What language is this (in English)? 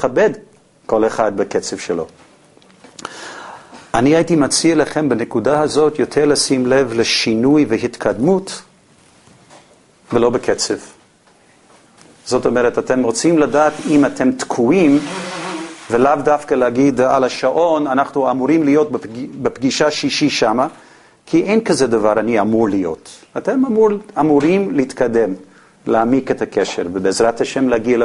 Hebrew